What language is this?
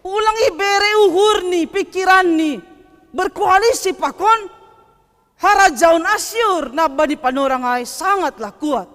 Batak Simalungun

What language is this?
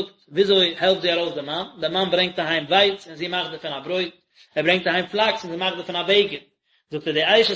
Yiddish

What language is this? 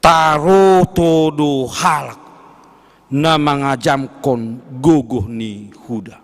Batak Simalungun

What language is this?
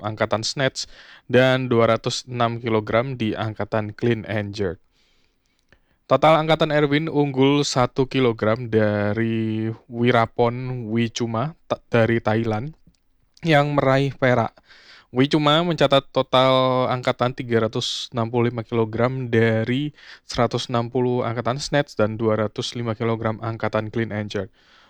Indonesian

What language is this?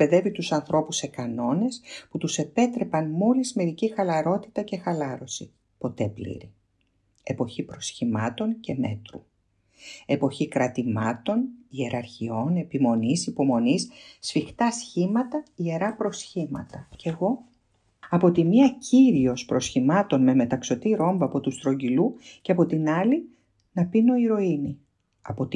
Greek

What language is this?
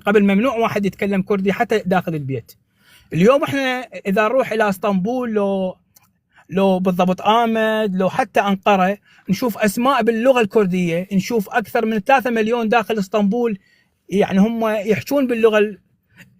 North Levantine Arabic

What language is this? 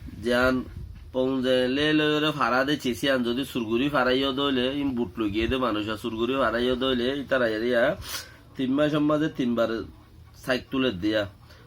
Rohingya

